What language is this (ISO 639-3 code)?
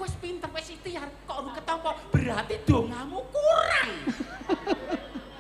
jav